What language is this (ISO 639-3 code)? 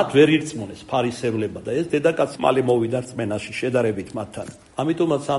kat